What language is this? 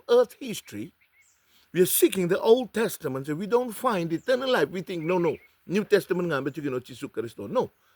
Fijian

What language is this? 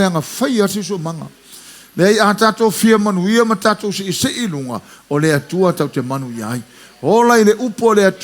Samoan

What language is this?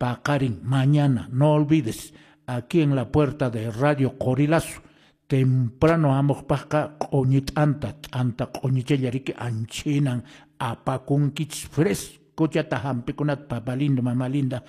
Quechua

